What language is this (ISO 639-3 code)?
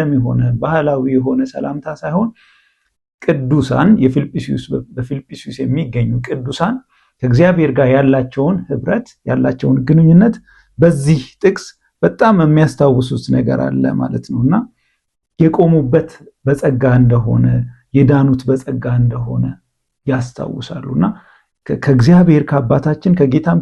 amh